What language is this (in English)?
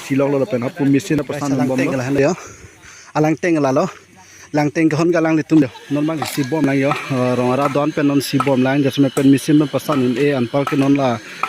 Karbi